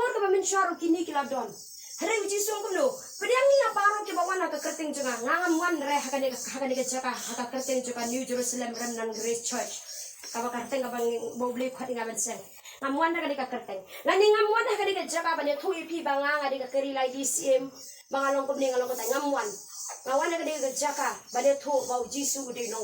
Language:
Khasi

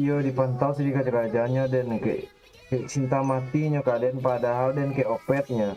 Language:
Minangkabau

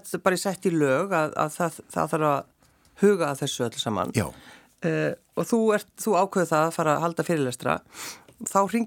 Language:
Icelandic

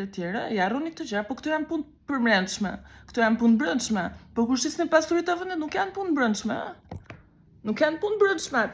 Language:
Albanian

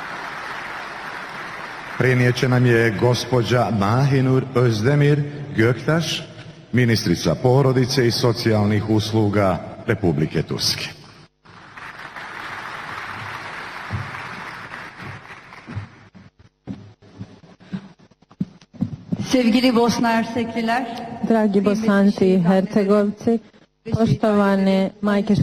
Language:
Bosnian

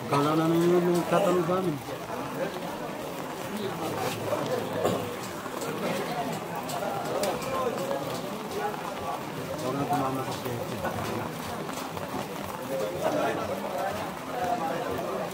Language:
Filipino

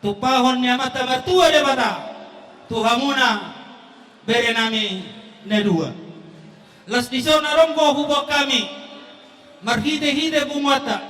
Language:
Batak Toba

